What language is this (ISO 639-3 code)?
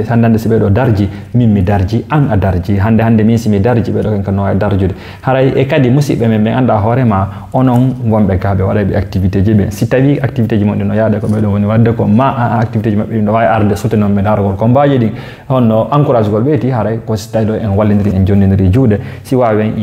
ful